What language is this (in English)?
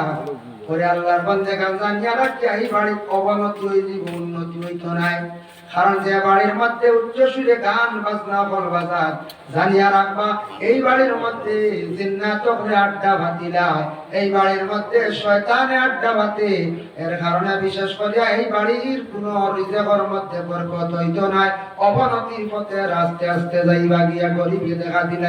Sylheti